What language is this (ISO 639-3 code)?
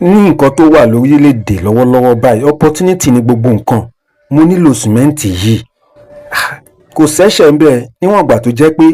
yor